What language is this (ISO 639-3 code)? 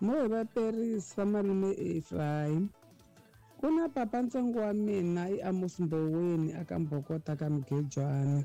tso